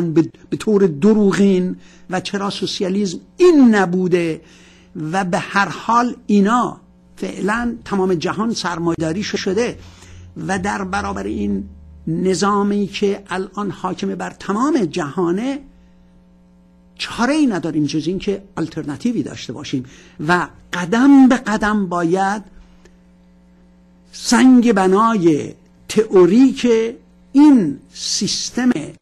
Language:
Persian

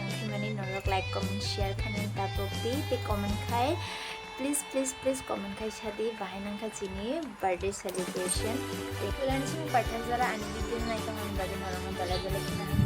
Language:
Kok Borok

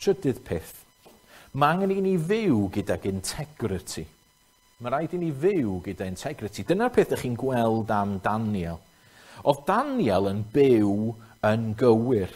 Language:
Welsh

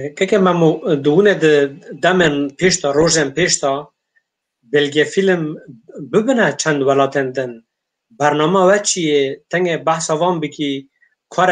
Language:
Kurdish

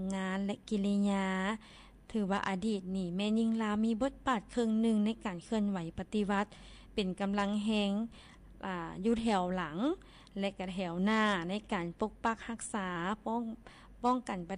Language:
Lao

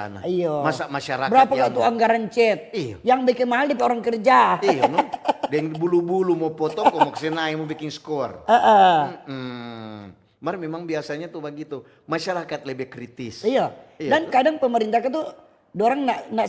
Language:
Manado Malay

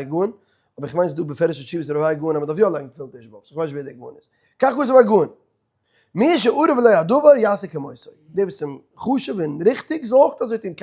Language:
Yiddish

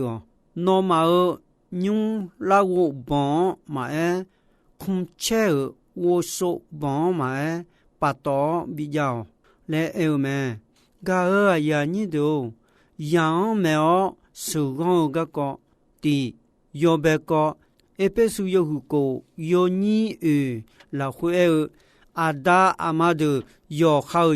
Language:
Akha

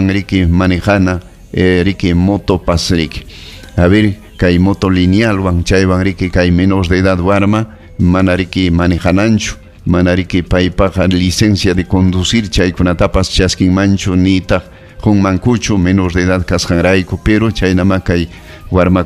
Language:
Ayacucho Quechua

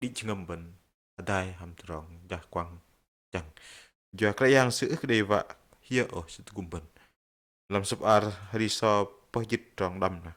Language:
Bahnar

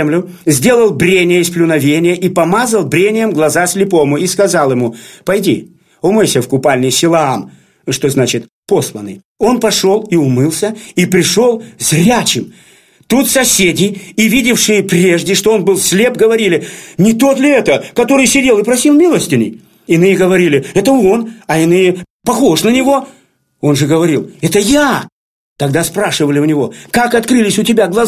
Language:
Russian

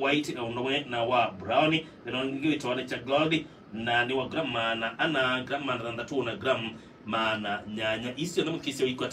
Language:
Kamba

